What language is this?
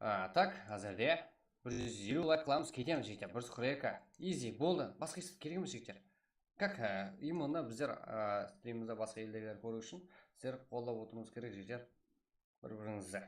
Kara-Kalpak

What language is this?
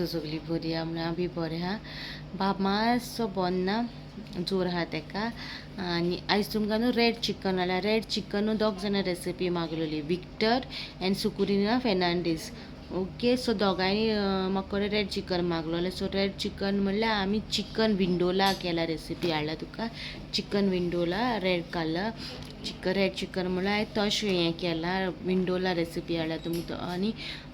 Konkani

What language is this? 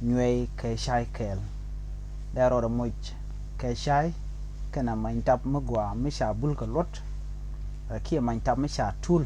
Nuer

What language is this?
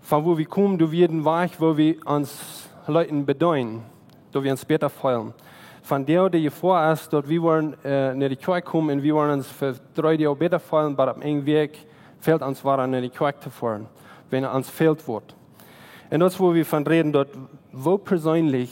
Plautdietsch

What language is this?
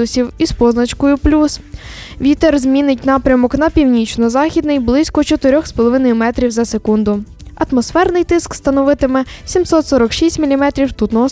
Ukrainian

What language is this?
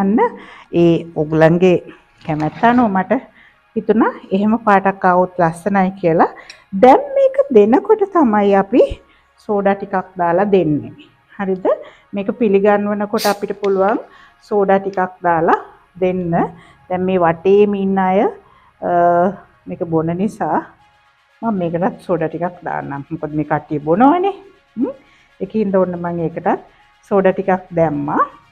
Sinhala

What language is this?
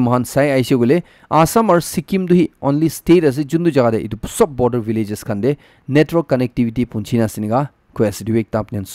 Naga Pidgin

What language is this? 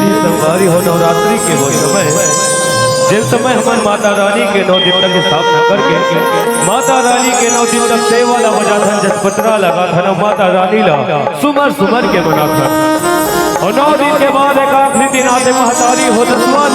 Chhattisgarhi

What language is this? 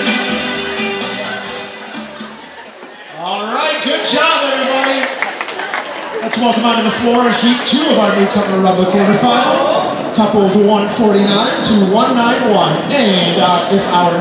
English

